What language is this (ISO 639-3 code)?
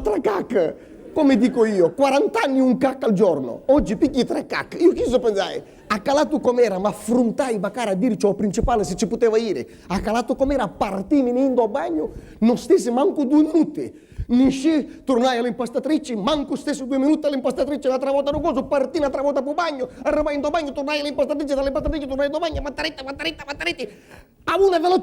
scn